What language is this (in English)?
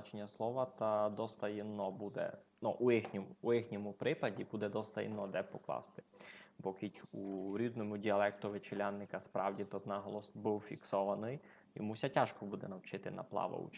Rusyn